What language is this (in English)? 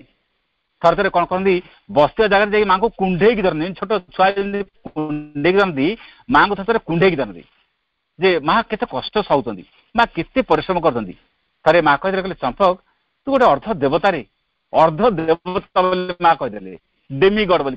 Odia